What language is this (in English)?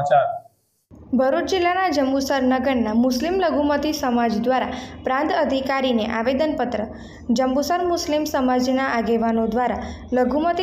Gujarati